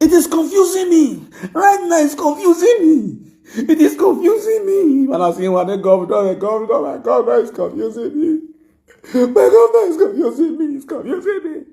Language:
Nigerian Pidgin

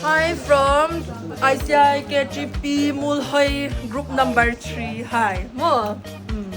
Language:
Hmar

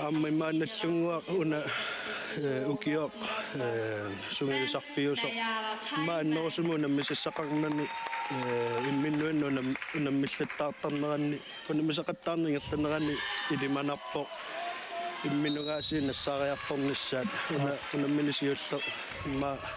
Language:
Kalaallisut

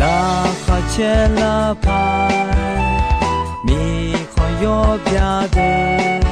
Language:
Akha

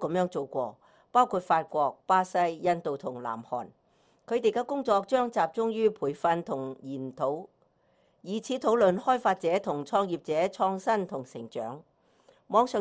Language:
Cantonese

